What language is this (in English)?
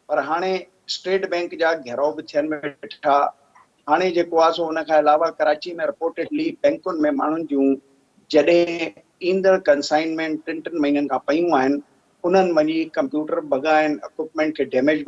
Sindhi